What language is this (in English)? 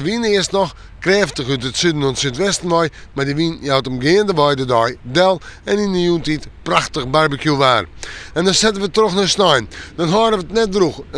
Western Frisian